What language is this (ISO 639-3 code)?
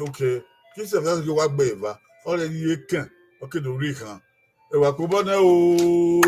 bin